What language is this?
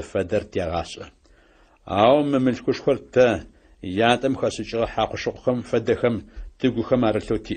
Adyghe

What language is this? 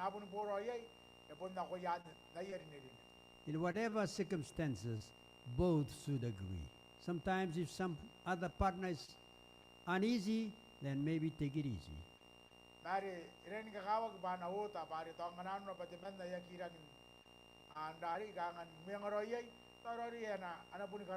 Gilbertese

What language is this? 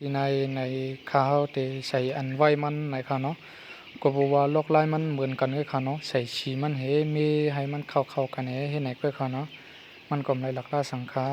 Shan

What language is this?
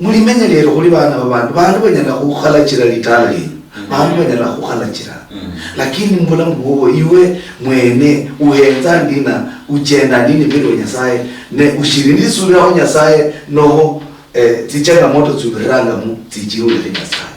Luyia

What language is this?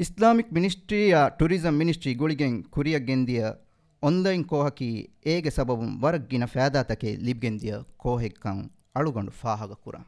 Divehi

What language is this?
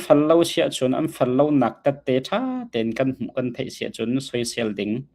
Hakha Chin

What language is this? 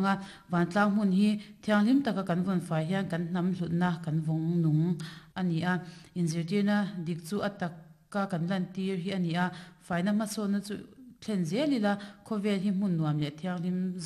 Mizo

